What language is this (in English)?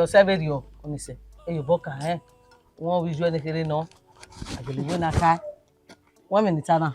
Bini